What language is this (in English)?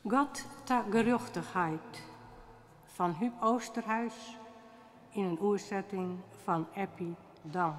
Western Frisian